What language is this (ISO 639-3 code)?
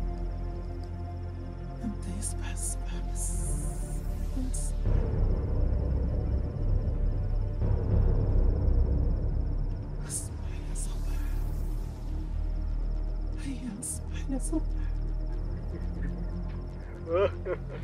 ara